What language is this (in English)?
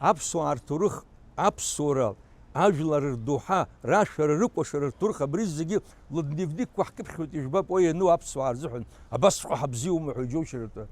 Abkhazian